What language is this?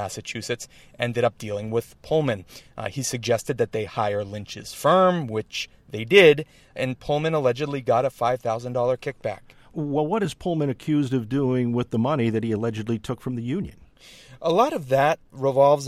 English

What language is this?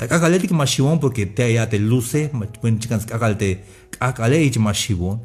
Tzeltal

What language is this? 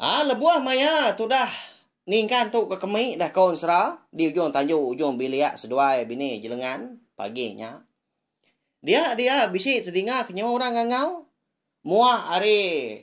Iban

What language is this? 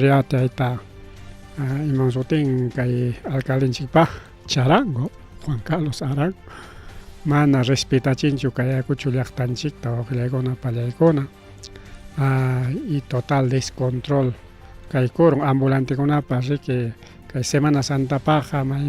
Ayacucho Quechua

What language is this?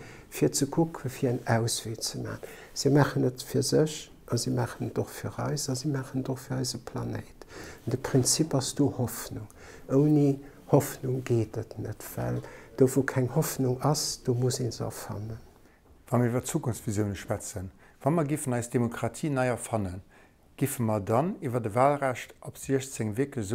Luxembourgish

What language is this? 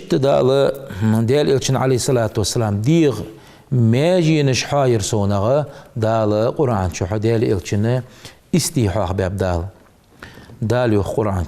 Ingush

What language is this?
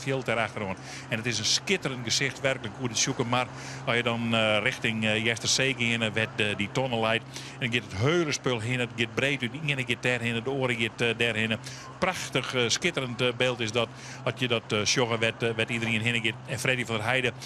Western Frisian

